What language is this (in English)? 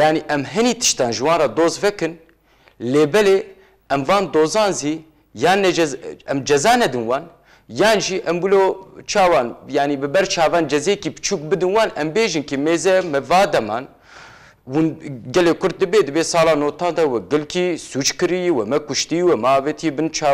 Kurdish